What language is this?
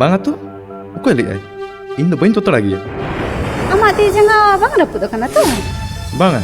Santali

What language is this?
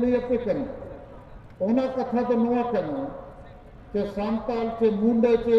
Santali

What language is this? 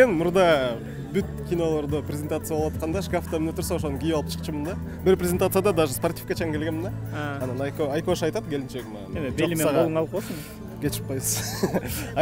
Kyrgyz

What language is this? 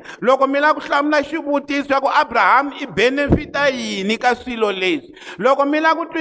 Tsonga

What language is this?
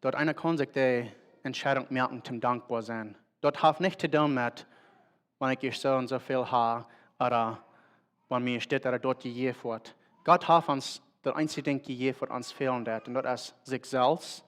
Plautdietsch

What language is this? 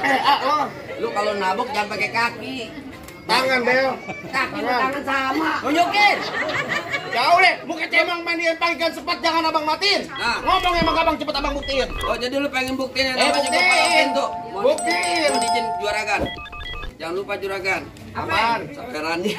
Betawi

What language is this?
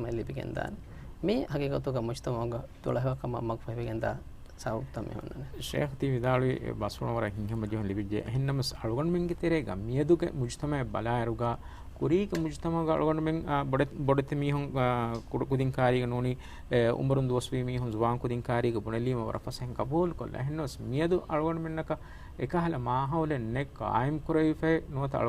Divehi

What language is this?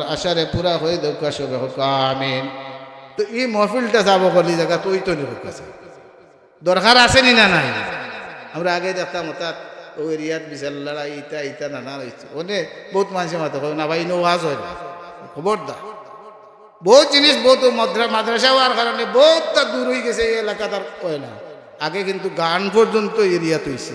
Sylheti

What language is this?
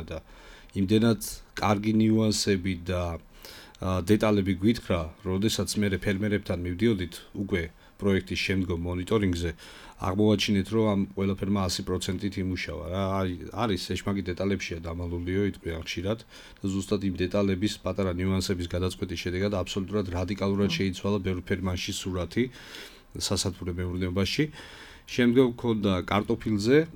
Georgian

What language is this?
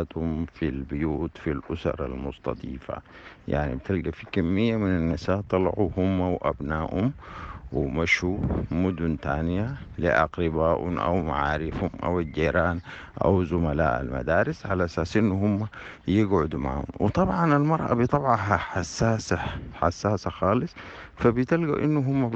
Sudanese Arabic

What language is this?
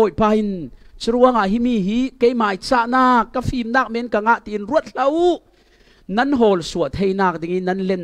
Falam Chin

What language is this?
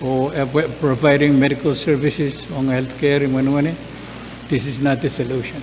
Pohnpeian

